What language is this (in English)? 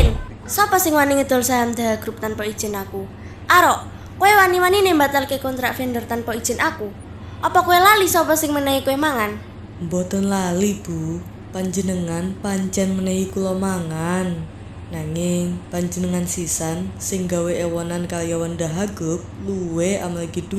Javanese